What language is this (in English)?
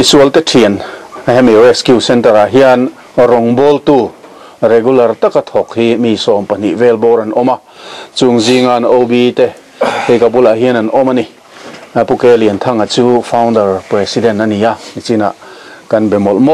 Mizo